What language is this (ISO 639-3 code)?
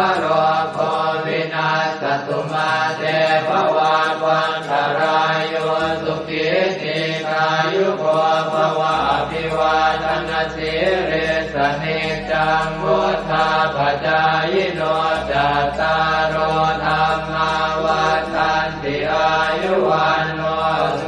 pli